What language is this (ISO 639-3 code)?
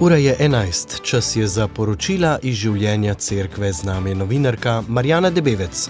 slv